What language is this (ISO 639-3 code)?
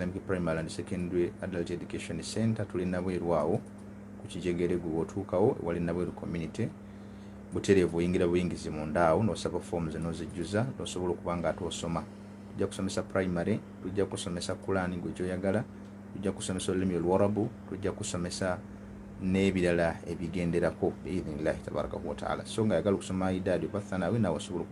lug